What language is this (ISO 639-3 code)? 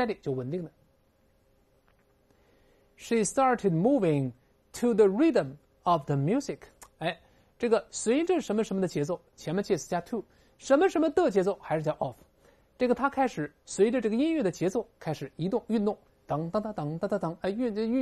zho